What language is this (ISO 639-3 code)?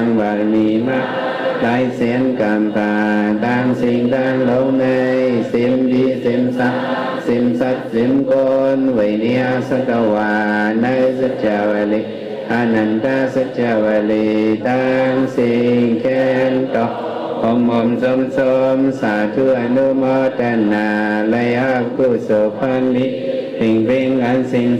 shn